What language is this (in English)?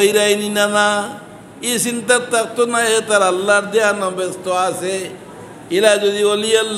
Sylheti